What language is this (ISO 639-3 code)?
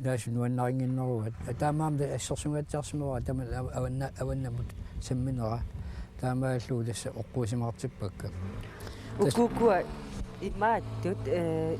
kal